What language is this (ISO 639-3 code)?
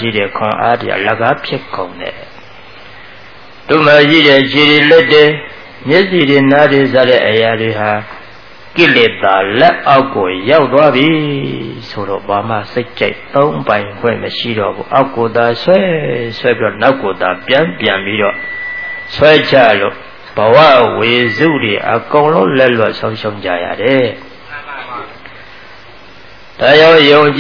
mya